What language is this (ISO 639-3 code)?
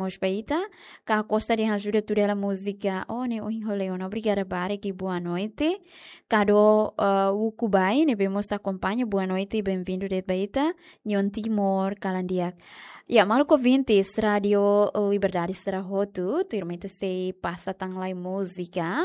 tet